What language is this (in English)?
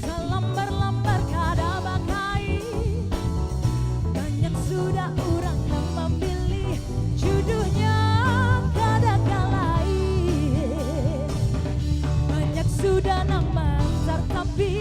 Banjar